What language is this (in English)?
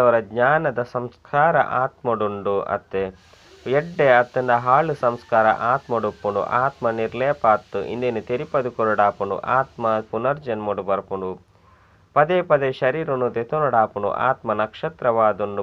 Tulu